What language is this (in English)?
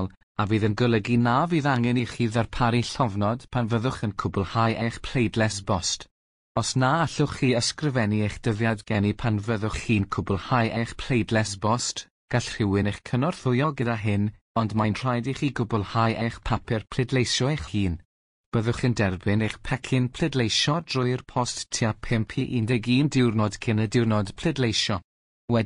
Welsh